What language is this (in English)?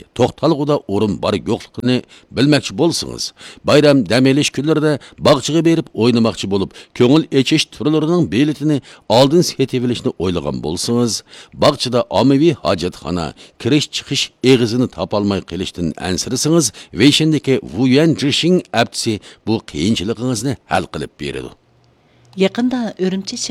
Uyghur